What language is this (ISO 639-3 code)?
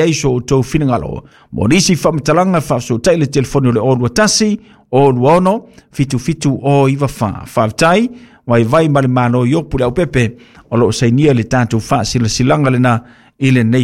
smo